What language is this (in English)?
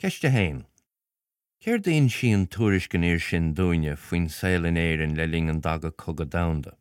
Irish